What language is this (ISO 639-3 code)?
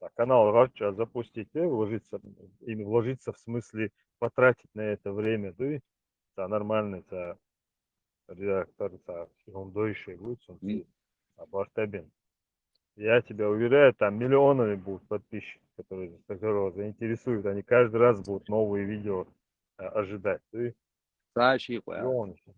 che